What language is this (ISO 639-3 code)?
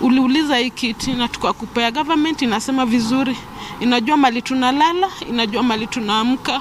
kik